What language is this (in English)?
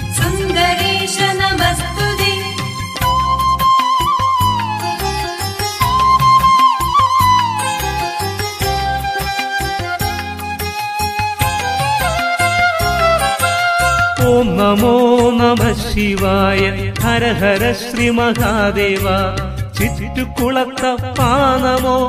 Malayalam